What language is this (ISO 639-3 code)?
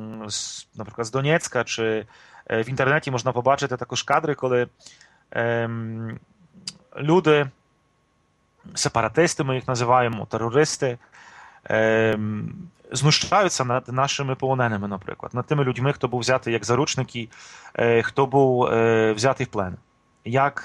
ukr